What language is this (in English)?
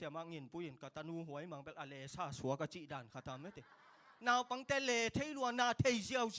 Tedim Chin